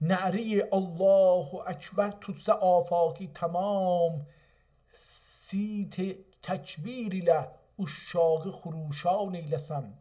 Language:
South Azerbaijani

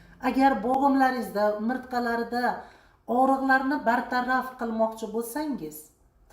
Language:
Uzbek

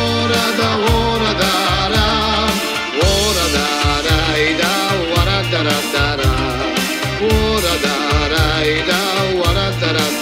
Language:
Abkhazian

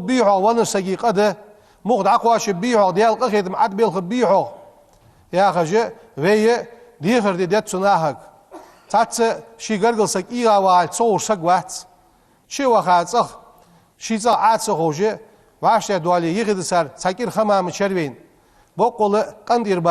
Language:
Ingush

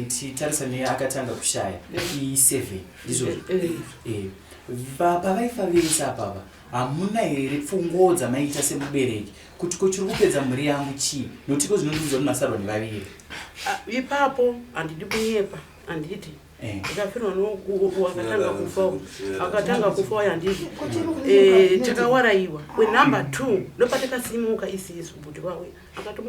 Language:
Shona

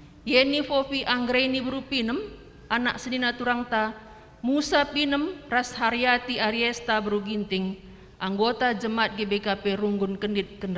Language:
Batak Karo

